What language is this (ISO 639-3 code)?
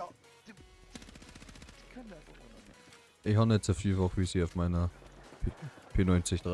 bar